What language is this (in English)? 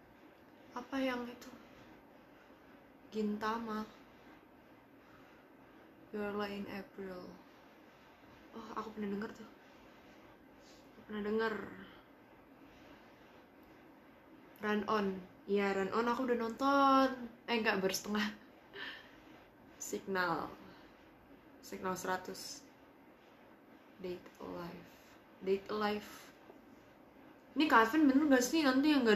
Indonesian